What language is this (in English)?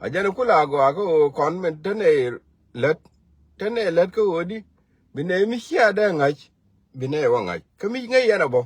Nuer